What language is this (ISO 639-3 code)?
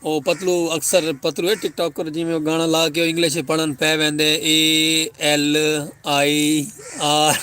skr